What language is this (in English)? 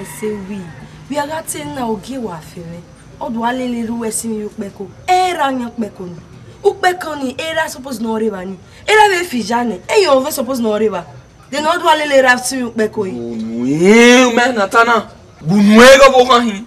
Bini